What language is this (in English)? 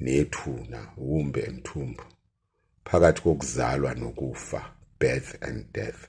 Zulu